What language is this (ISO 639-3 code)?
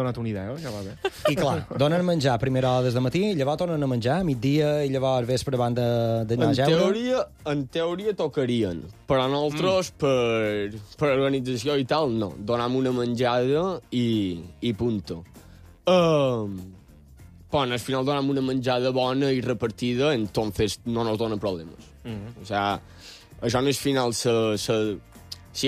cat